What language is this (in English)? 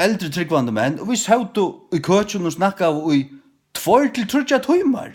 Faroese